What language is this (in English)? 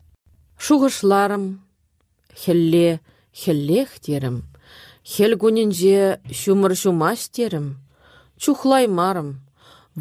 Chuvash